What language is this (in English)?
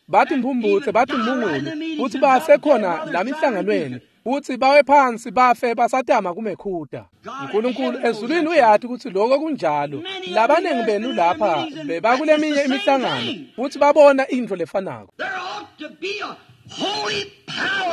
Swati